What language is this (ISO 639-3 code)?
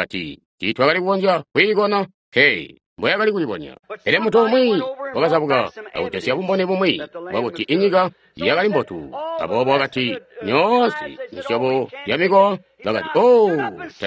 toi